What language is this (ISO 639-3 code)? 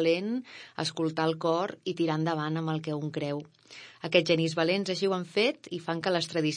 cat